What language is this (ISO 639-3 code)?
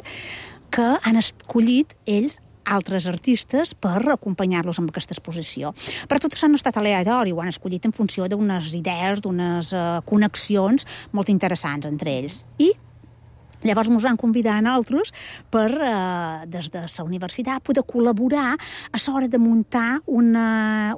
cat